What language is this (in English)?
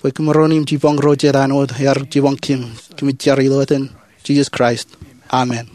Marshallese